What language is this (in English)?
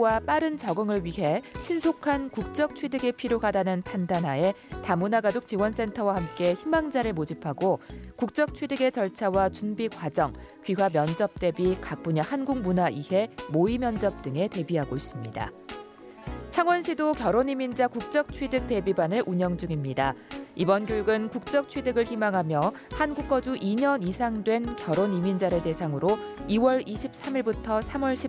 Korean